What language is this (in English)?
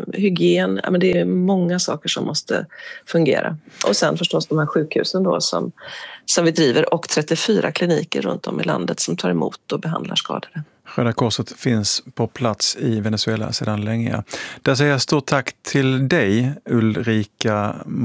Swedish